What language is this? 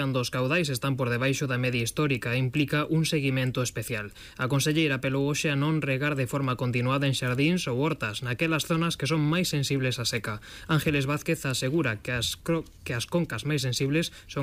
Galician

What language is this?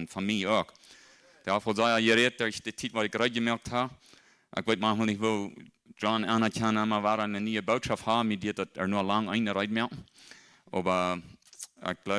Plautdietsch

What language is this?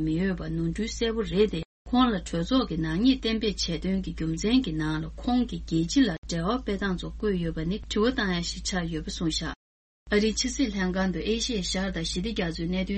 Tibetan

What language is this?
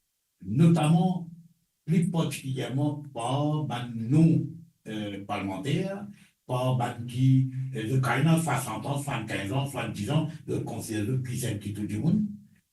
Morisyen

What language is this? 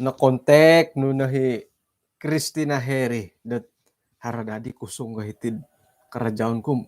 Central Dusun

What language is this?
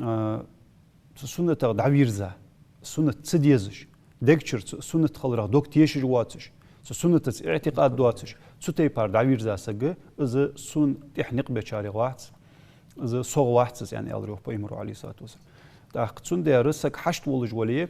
Ingush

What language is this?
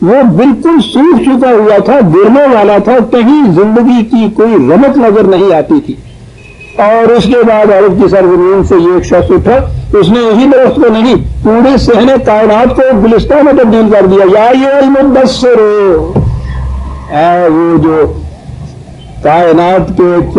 Urdu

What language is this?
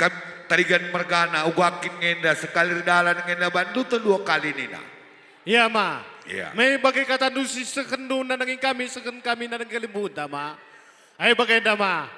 Batak Karo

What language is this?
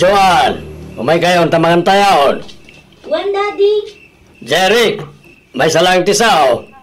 Iloko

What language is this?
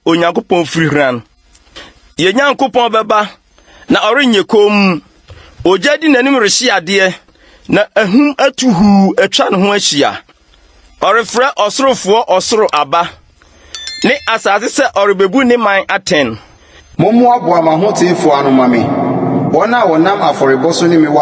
Akan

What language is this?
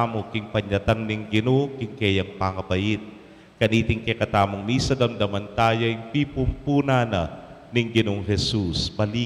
Pampanga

